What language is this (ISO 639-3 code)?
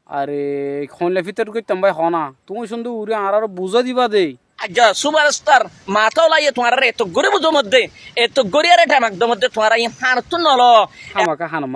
rhg